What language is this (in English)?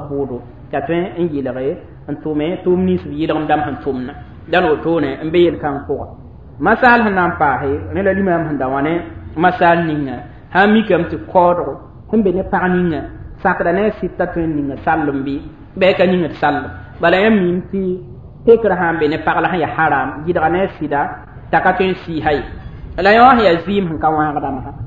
Mossi